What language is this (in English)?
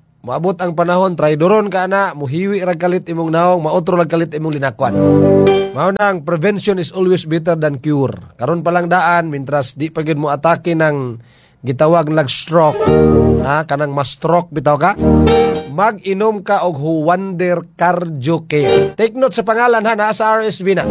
Cebuano